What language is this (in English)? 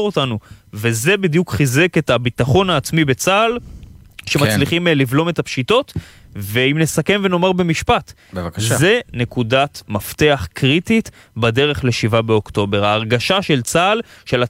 Hebrew